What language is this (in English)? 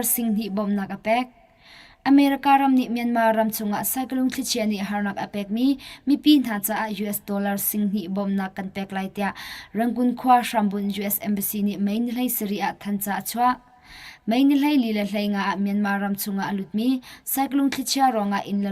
Hakha Chin